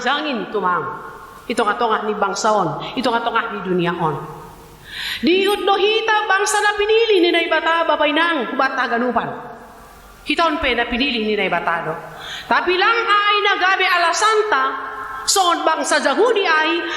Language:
Batak Simalungun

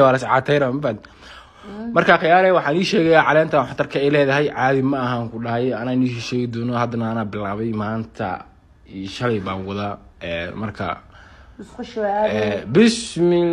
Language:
Somali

